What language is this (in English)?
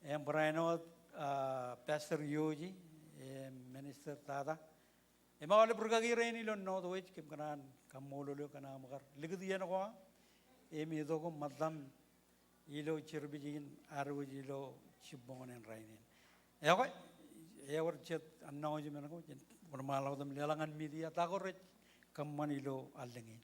Marshallese